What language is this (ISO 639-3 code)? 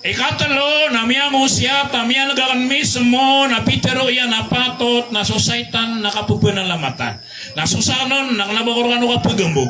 mrw